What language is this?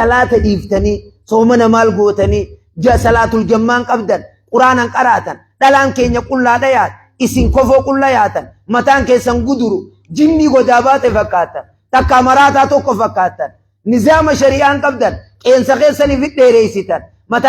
Oromo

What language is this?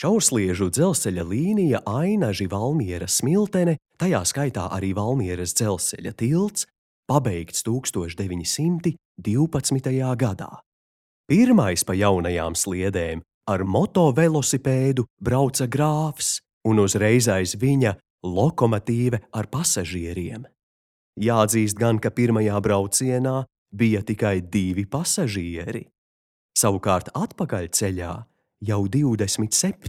Latvian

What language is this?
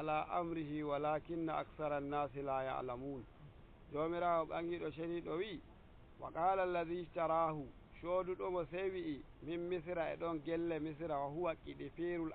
Nigerian Fulfulde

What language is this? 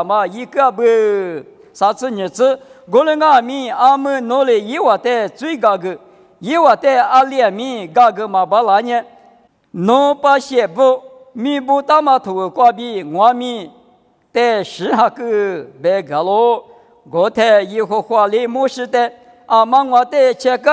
Lisu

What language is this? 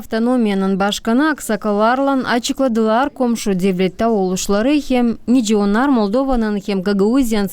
Gagauz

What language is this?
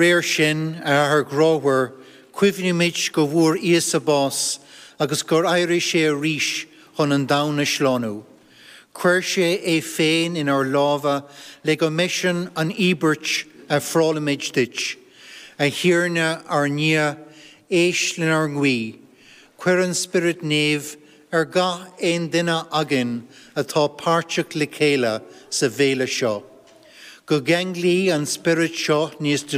Irish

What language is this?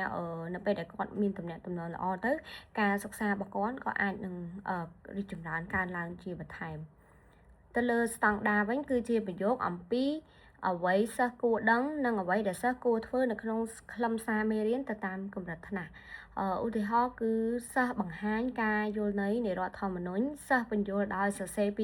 Khmer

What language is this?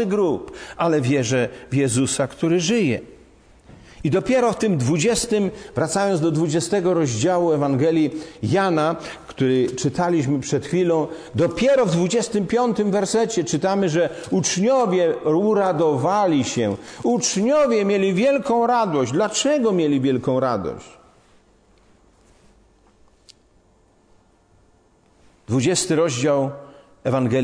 Polish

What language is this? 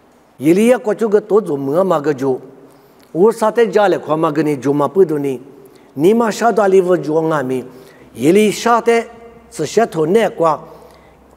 Lisu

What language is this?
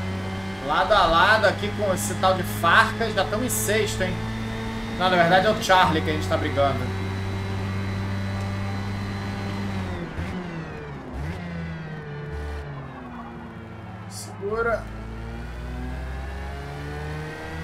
Portuguese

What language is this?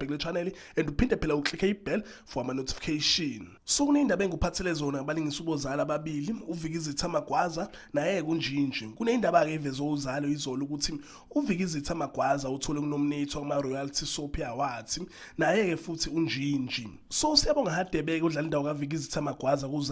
Zulu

